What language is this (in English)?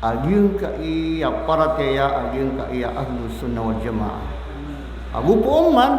Maranao